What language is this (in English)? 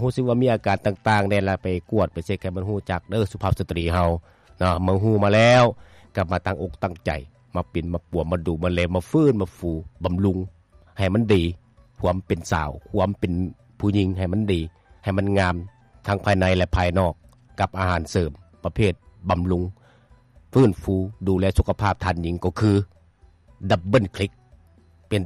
Lao